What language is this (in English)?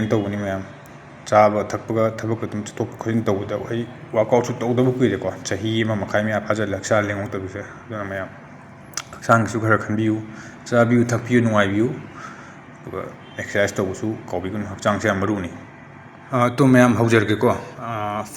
Manipuri